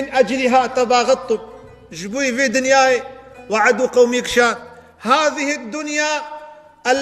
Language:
Kurdish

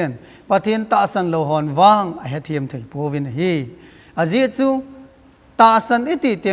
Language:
Thado Chin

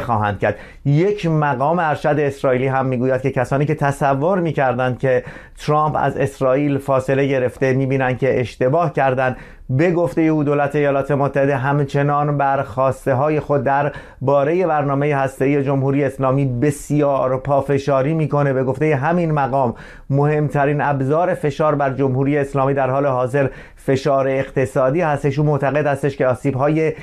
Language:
Persian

